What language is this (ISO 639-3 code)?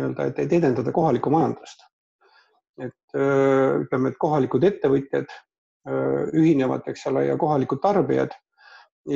est